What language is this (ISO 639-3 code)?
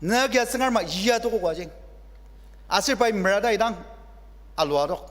njo